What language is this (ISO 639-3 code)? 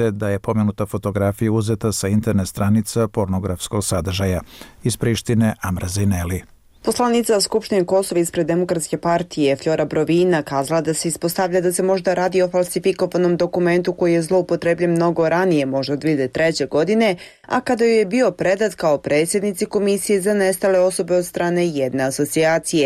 bos